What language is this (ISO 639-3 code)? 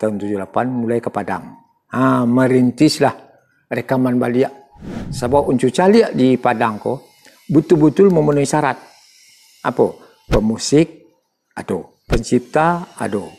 min